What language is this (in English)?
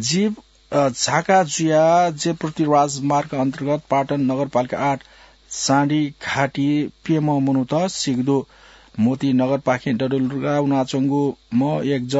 Newari